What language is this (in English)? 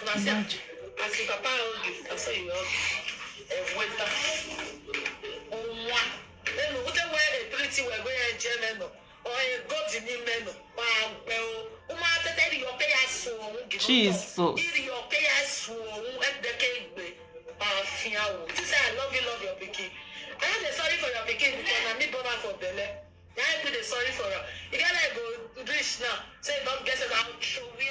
Nigerian Pidgin